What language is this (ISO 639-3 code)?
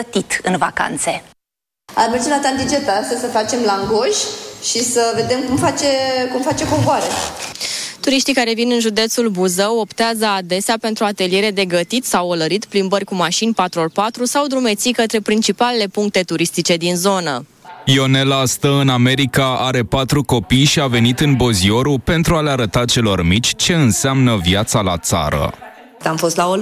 ron